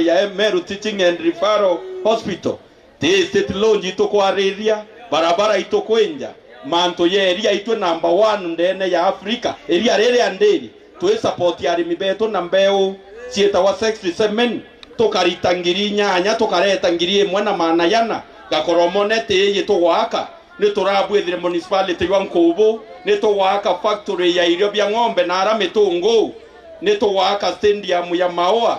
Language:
Meru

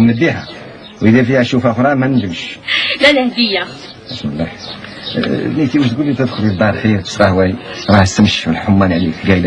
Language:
Algerian Arabic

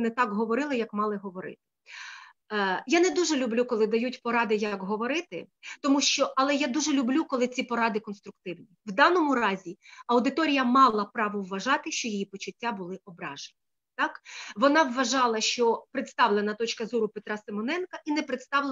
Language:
Ukrainian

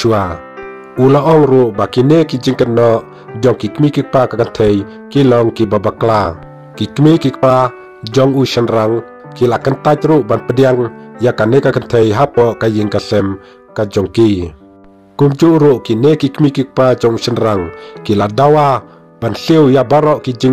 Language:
Khasi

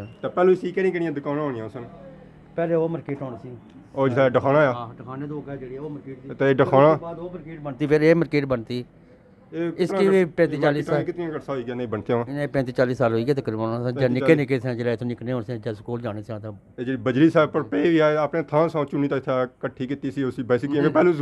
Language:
Pahari-Potwari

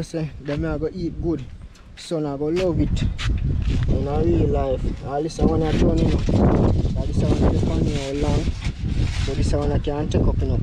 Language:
Jamaican Creole English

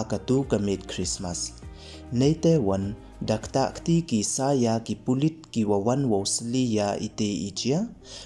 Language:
Pnar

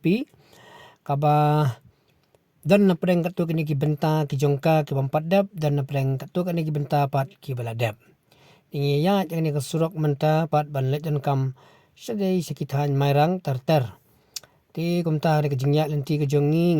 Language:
Khasi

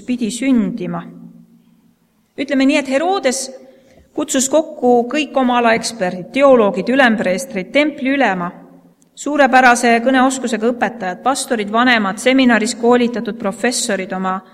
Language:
Estonian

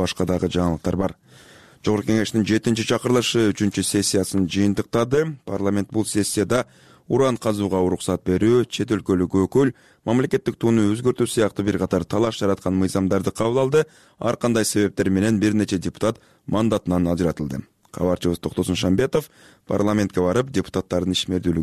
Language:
Kyrgyz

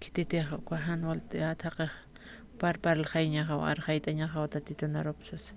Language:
Aymara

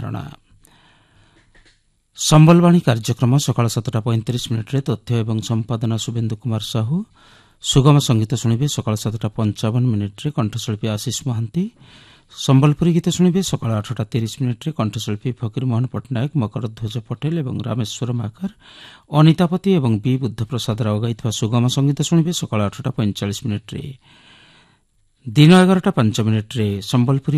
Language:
Odia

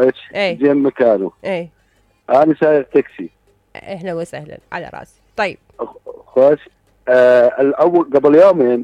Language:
Mesopotamian Arabic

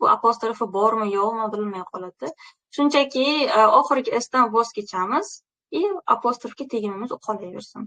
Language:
Uzbek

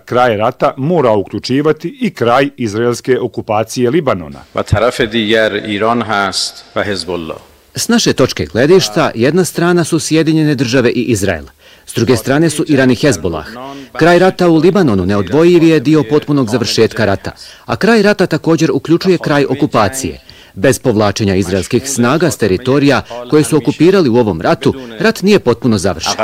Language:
Bosnian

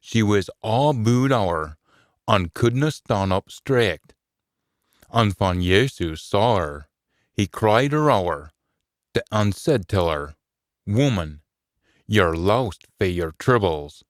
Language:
Scots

